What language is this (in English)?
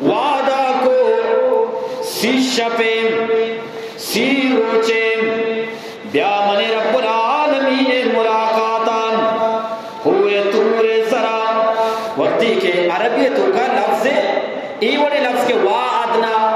Eastern Balochi